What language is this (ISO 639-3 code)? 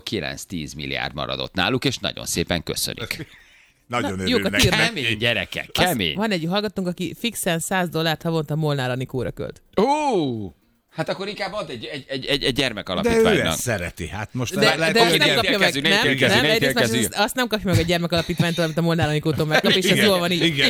hun